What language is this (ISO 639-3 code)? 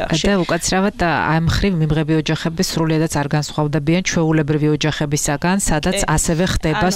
kat